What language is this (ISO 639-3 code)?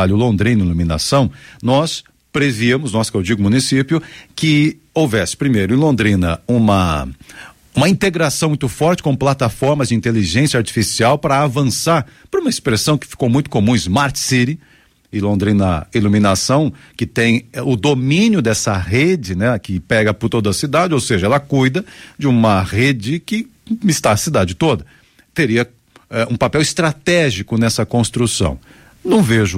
por